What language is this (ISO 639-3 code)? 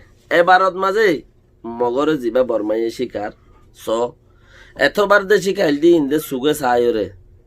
rhg